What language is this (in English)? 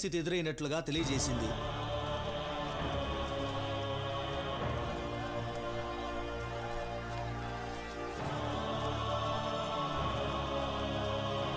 Telugu